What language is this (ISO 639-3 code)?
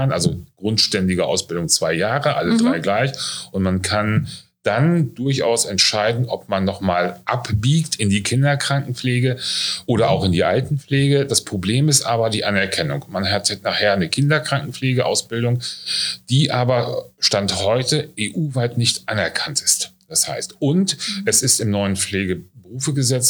deu